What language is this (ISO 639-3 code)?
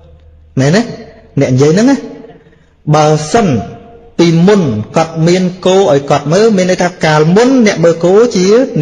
khm